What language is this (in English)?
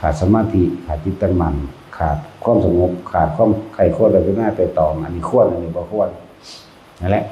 Northeastern Thai